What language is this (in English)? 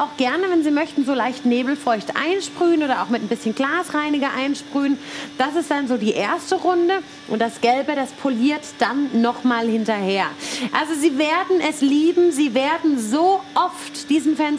German